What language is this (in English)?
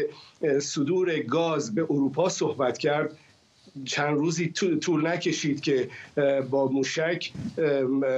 Persian